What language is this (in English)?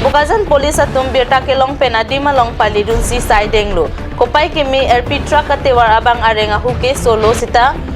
Karbi